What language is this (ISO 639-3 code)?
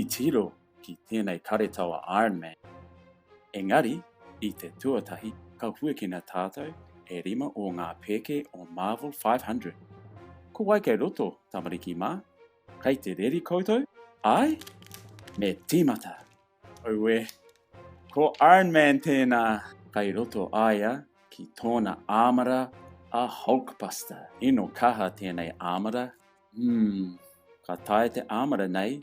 mri